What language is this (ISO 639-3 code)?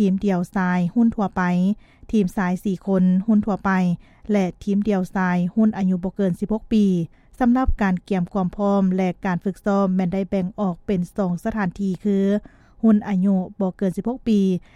lao